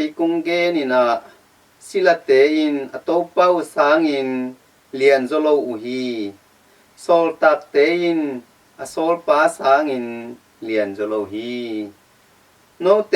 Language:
Tedim Chin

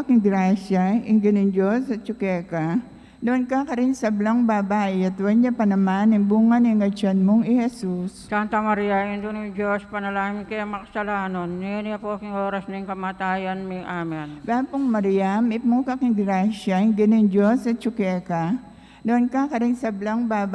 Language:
Pampanga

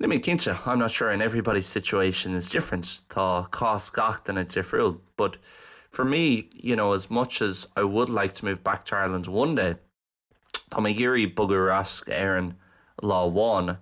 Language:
Irish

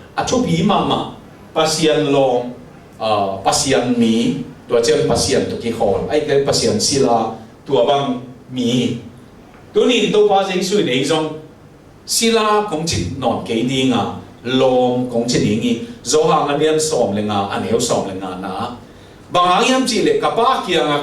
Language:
Tedim Chin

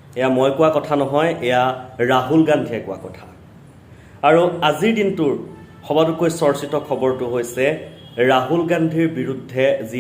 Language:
Assamese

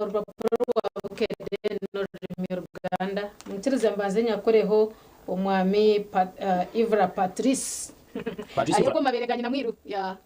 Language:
Nyankole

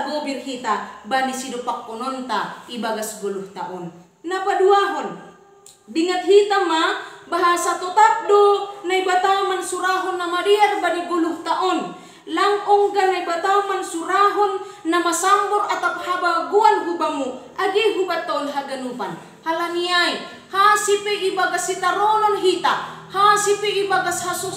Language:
Batak Simalungun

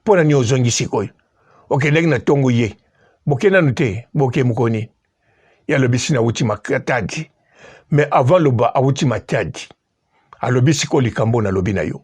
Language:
Lingala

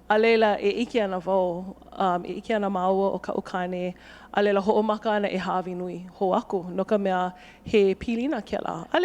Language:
Hawaiian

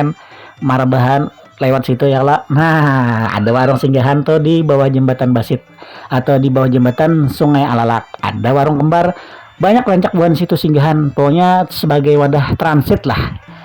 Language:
Banjar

